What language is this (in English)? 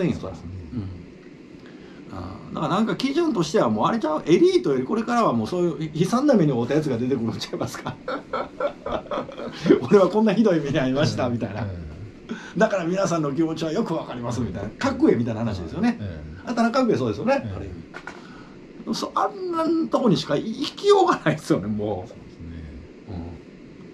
Japanese